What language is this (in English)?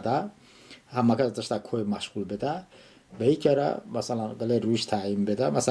Talysh